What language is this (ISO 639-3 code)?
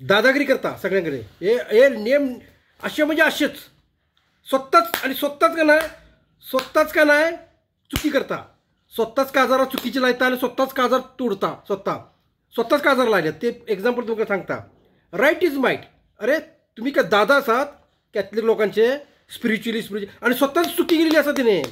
kok